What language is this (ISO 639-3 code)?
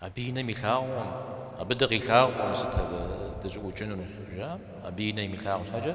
kbd